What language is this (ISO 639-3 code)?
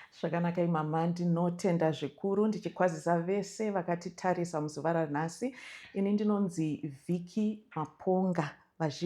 sna